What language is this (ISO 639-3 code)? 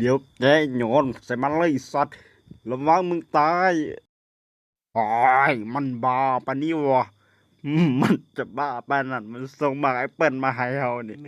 lao